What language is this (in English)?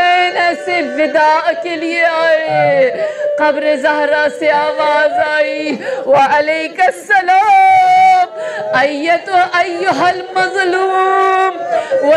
Urdu